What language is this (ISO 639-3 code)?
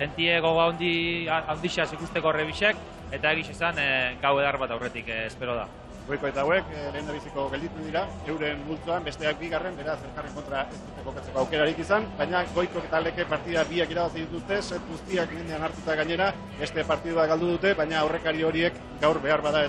eus